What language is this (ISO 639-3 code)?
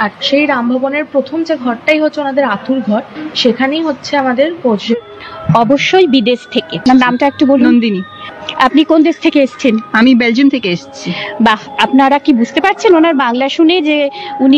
ben